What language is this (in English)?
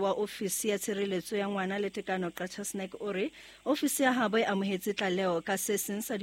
Southern Sotho